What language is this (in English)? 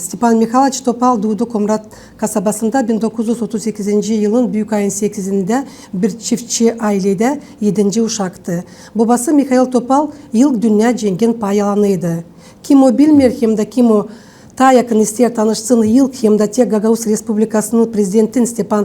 Gagauz